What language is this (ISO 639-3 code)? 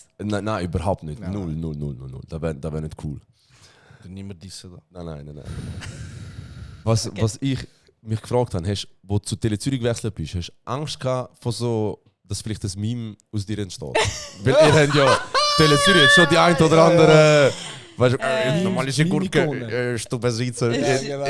gsw